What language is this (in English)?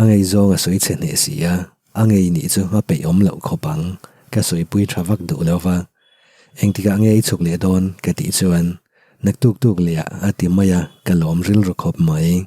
Mizo